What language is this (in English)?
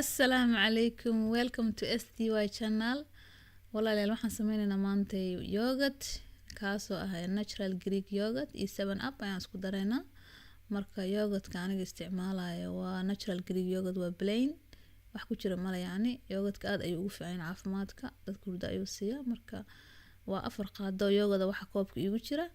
Somali